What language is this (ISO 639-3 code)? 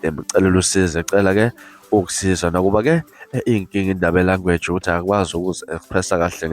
zul